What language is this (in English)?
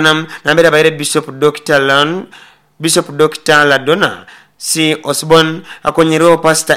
Nyoro